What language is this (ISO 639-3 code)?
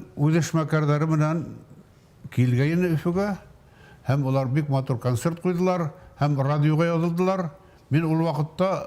bak